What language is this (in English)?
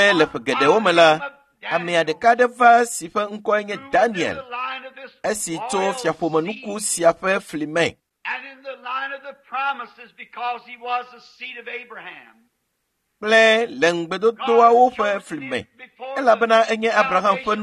Ewe